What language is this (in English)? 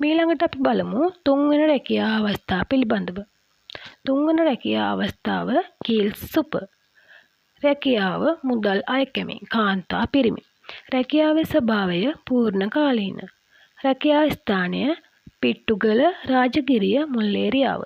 Sinhala